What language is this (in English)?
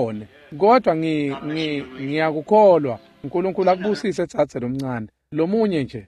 Swati